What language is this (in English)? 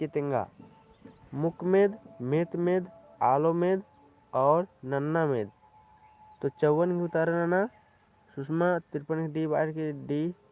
Kurukh